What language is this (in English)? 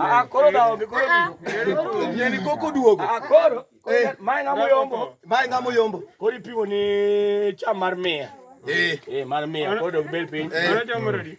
Luo (Kenya and Tanzania)